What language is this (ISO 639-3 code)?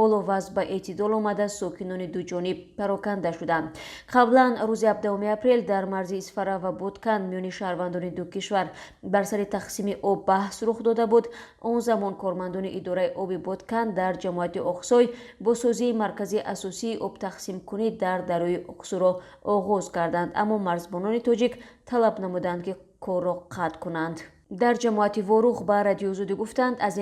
tgk